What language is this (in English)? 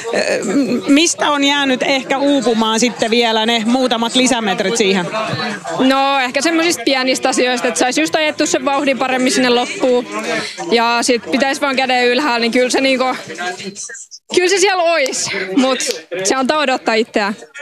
Finnish